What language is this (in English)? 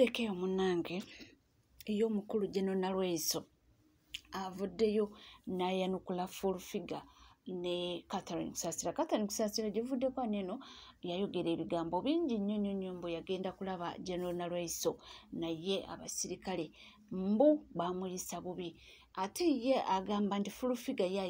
Ganda